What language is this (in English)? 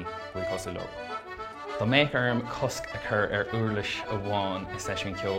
Irish